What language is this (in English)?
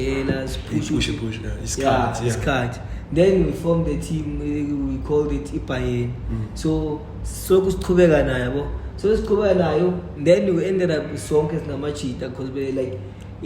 Zulu